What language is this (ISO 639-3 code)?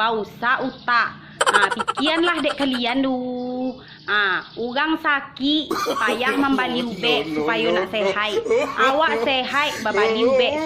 min